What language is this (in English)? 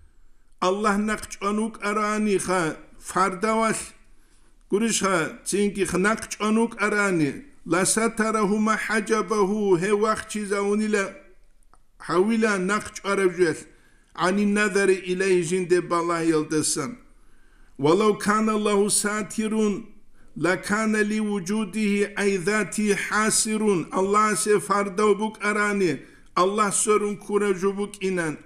Avaric